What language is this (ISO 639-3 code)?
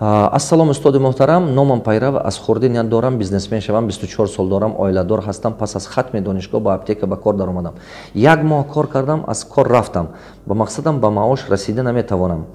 tgk